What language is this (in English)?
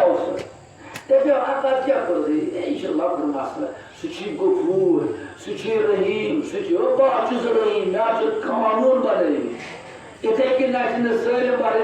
Kashmiri